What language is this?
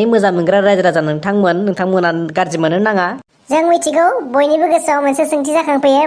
Bodo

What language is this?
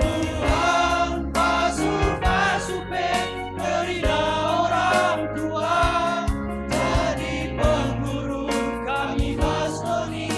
Batak Karo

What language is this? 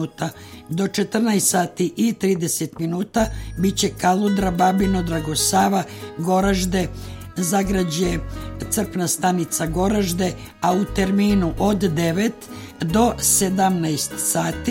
Serbian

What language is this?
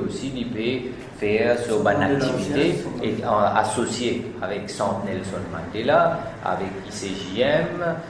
Morisyen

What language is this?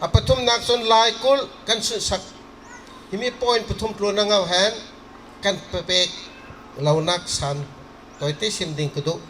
Bawm Chin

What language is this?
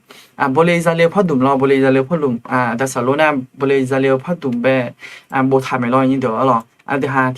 Akha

